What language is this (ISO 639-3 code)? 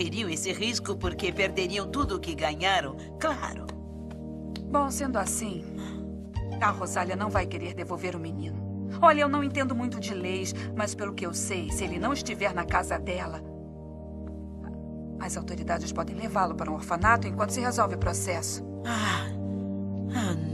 por